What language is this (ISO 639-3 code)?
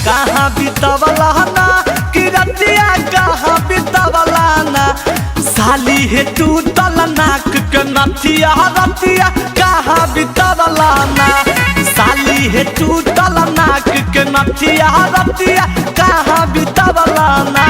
mag